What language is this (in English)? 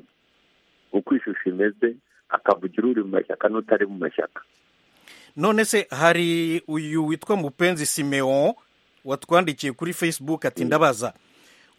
Kinyarwanda